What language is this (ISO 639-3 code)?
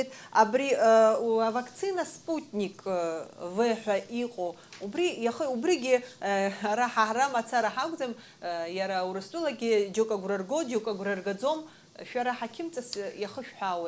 abk